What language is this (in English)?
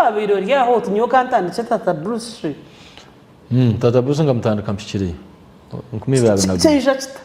Nyankole